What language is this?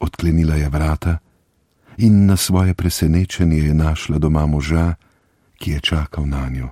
Slovenian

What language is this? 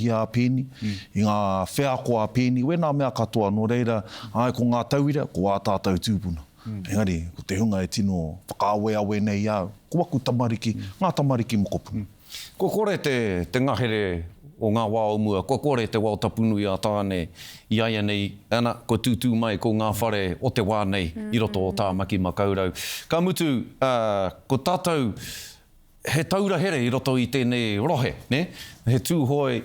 Māori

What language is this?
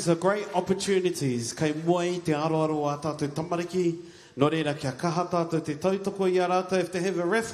Māori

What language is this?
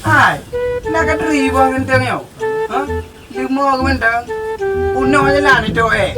Achinese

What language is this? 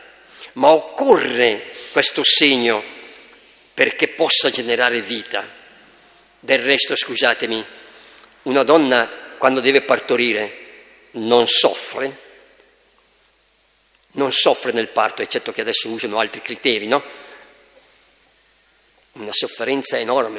Italian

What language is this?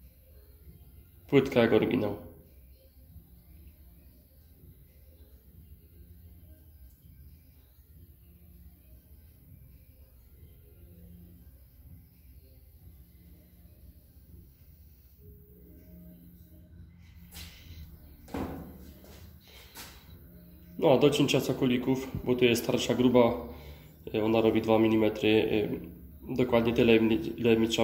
Polish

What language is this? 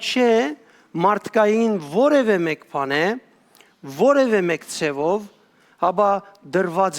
Western Armenian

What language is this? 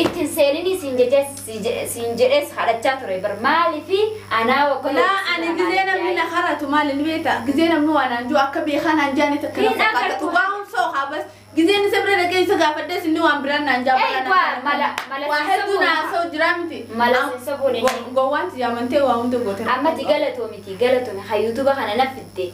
Oromo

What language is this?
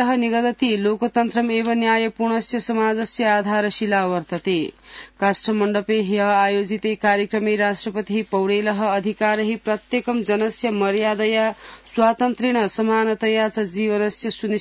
Sanskrit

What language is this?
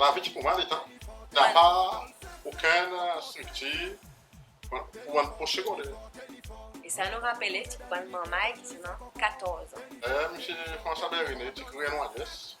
Seselwa Creole French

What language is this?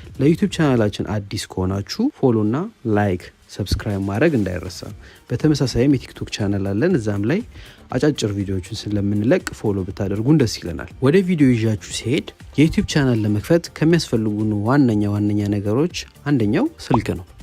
Amharic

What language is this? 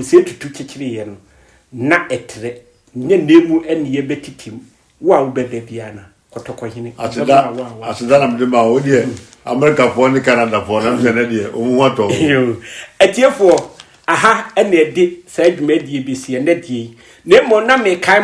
Akan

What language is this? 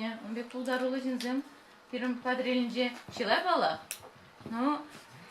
Chuvash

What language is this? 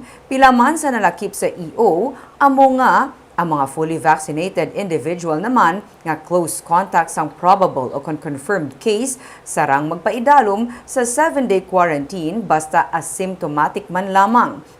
Hiligaynon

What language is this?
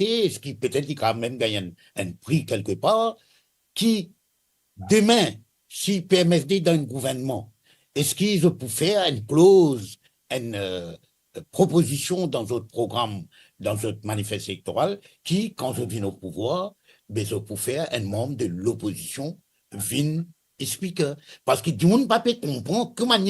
Morisyen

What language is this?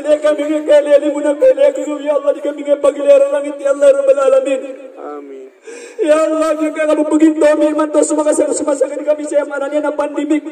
Maranao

